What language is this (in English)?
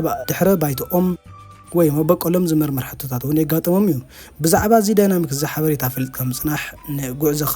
Tigrinya